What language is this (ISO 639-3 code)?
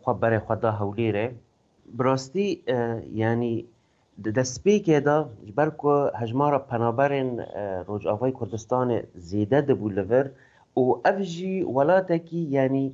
kur